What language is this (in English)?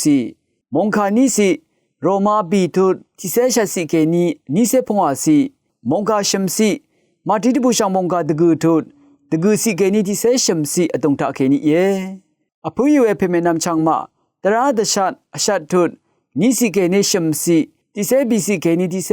Rawang